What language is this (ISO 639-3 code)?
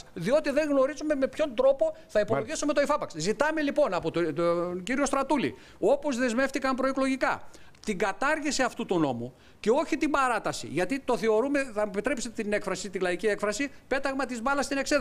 ell